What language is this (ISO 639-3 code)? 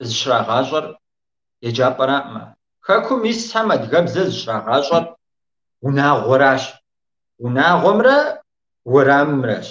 kbd